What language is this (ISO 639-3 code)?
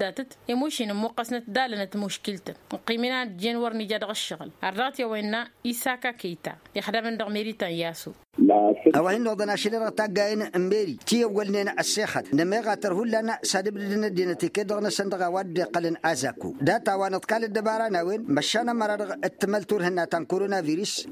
taq